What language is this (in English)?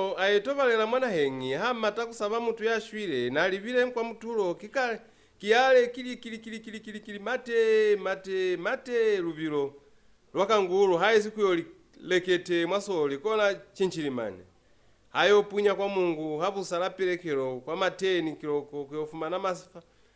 Lozi